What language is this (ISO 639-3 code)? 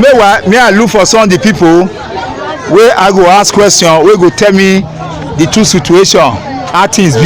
pcm